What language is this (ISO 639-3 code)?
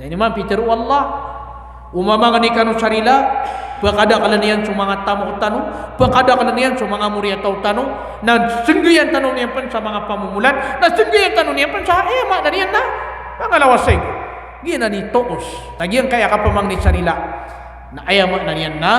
mrw